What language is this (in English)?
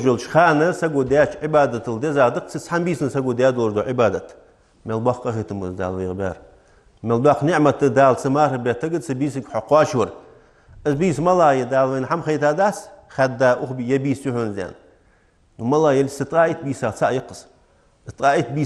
Ingush